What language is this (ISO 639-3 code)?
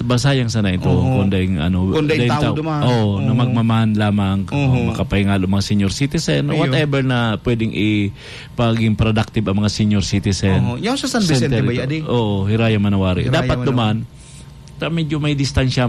bik